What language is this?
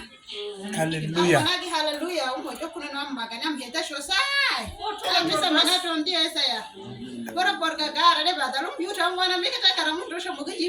Uduk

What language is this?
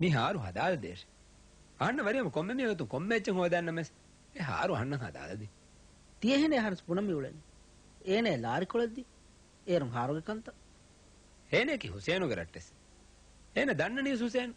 Divehi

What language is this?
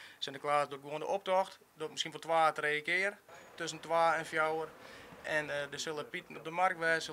Western Frisian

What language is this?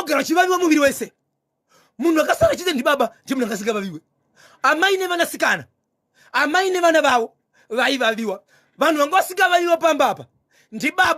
Shona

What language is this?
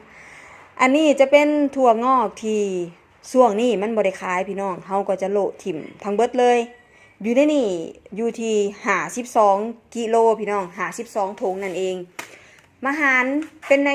Northeastern Thai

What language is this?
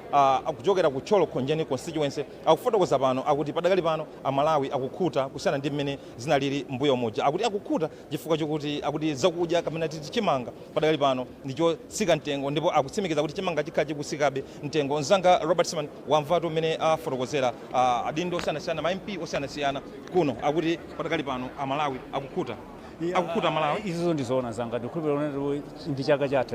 Nyanja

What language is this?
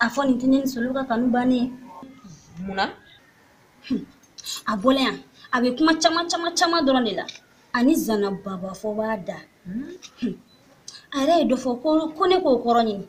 Bambara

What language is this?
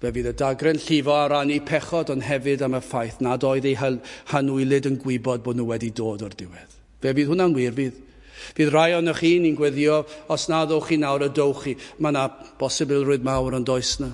Welsh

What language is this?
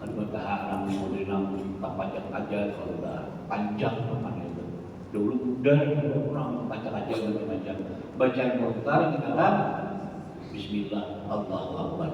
Banjar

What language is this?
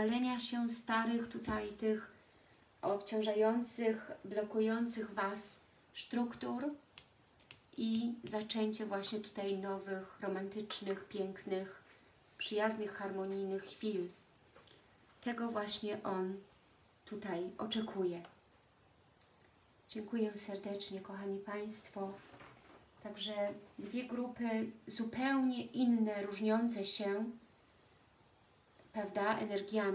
Polish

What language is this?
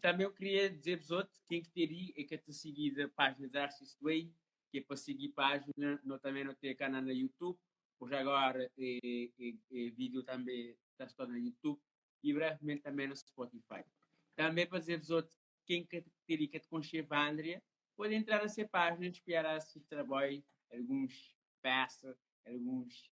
Kabuverdianu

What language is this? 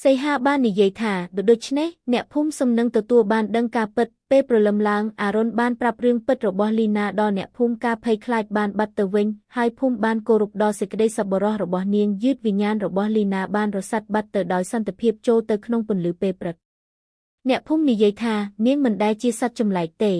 Khmer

